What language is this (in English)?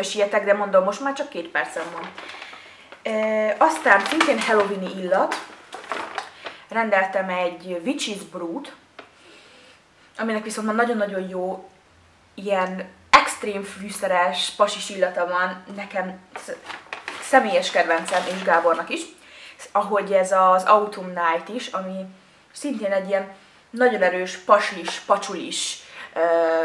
Hungarian